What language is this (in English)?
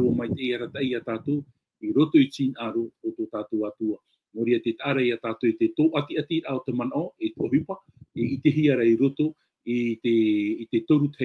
Tahitian